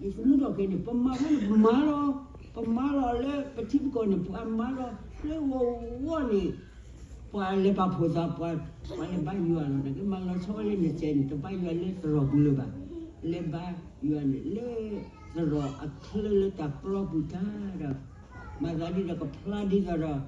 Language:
S'gaw Karen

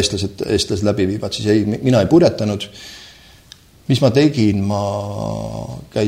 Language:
Estonian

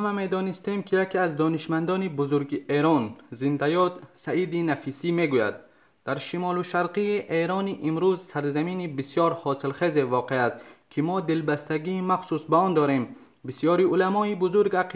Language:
Tajik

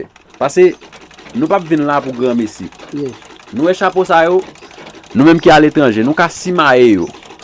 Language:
Haitian Creole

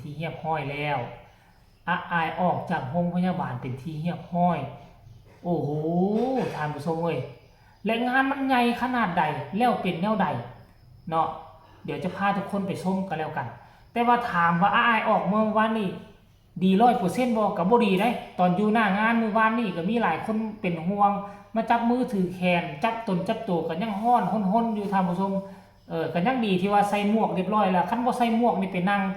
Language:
Northeastern Thai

